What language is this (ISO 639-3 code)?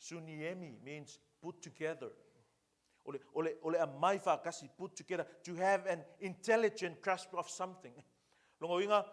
smo